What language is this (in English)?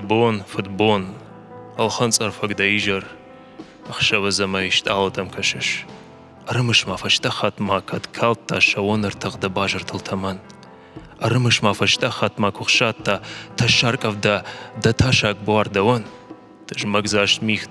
Ossetic